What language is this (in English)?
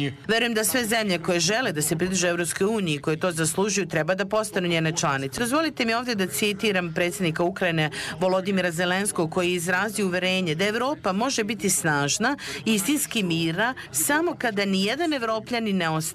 Serbian